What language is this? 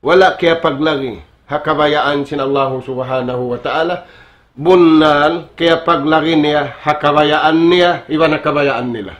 Tausug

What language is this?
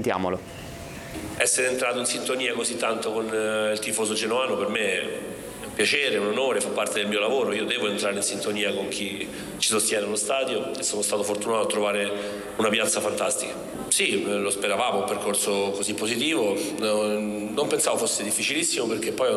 Italian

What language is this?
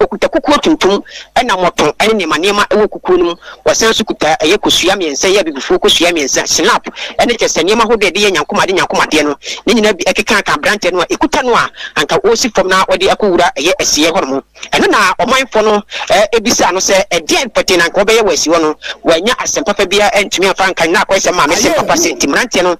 Akan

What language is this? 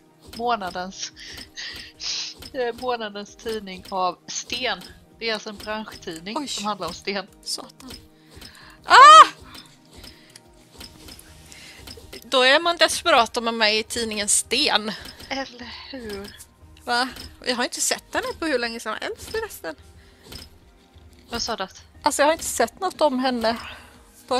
Swedish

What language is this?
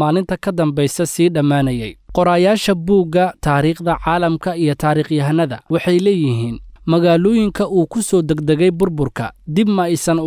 Somali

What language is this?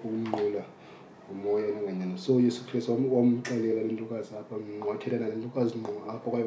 Xhosa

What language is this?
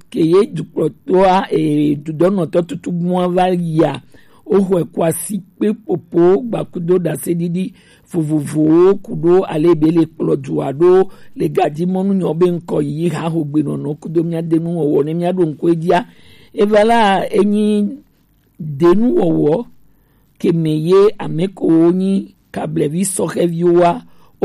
Gen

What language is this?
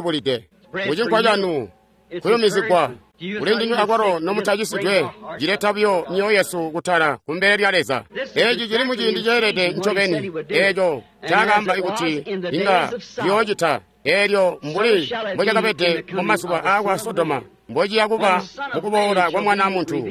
Tonga (Zambia)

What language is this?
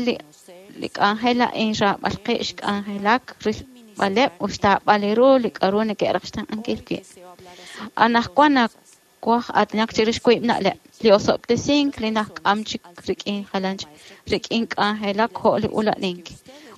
Kekchí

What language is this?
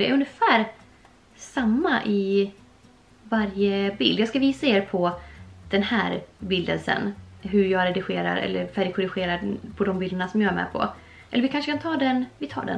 Swedish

